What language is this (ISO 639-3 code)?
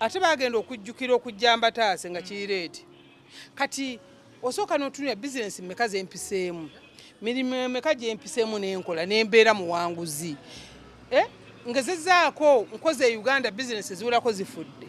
lug